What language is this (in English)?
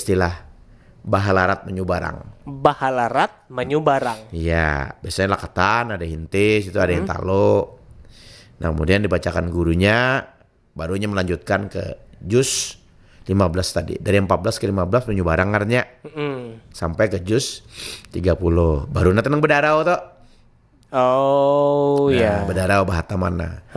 Banjar